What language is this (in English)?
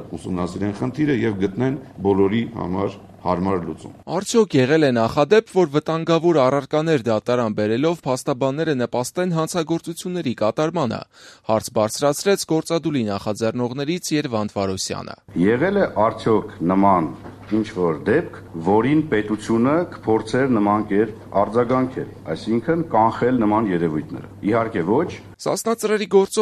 Armenian